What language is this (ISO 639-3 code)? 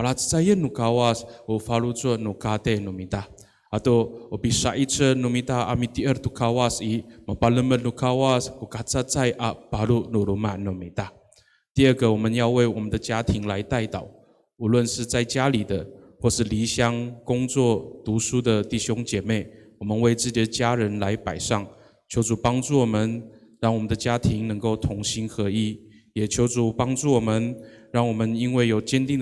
ami